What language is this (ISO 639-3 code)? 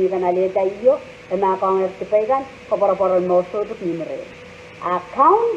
pon